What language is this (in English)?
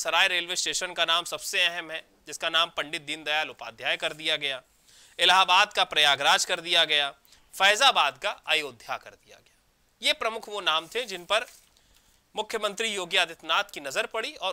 Hindi